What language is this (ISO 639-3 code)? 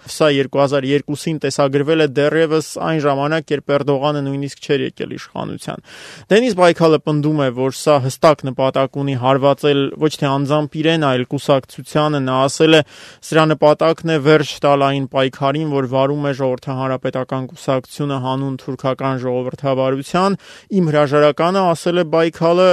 hye